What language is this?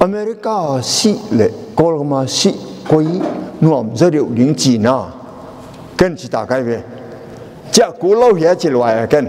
Tedim Chin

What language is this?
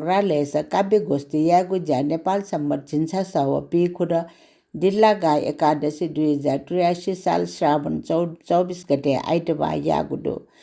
Newari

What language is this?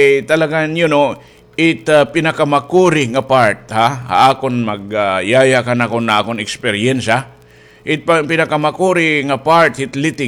Waray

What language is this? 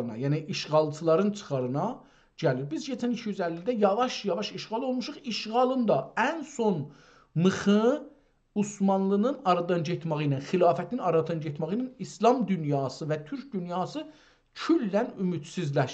South Azerbaijani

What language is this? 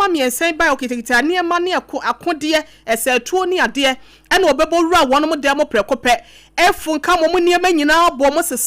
Akan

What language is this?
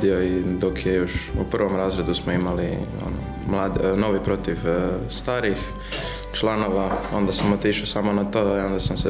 Croatian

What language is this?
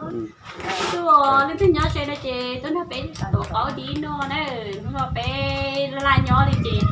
Hmong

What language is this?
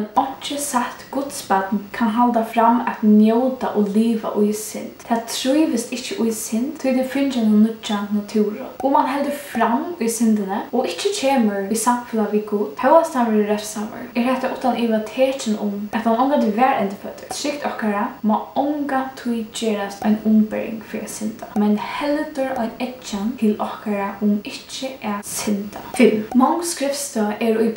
Faroese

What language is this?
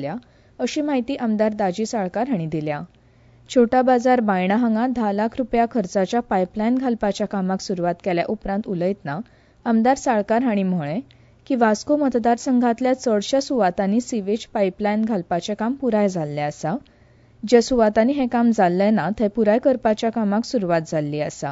Konkani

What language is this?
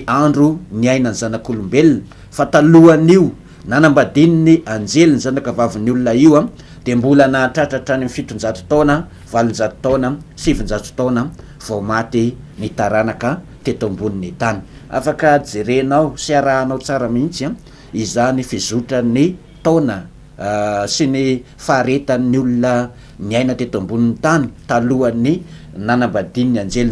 Malagasy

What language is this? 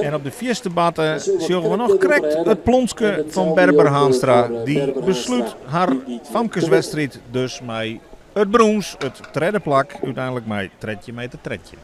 Western Frisian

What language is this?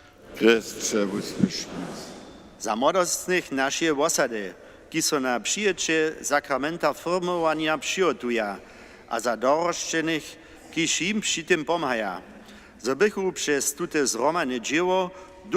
Upper Sorbian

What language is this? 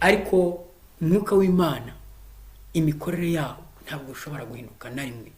Kinyarwanda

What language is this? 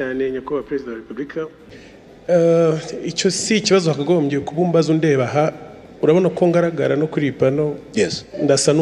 Kinyarwanda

